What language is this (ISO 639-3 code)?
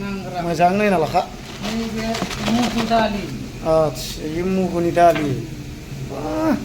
brx